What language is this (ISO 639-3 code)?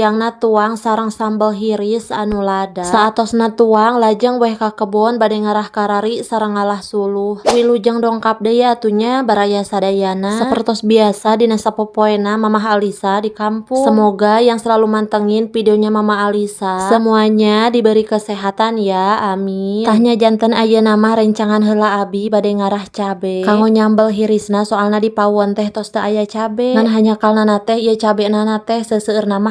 sun